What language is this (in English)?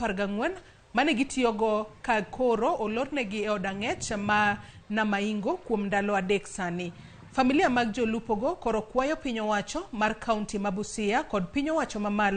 Luo (Kenya and Tanzania)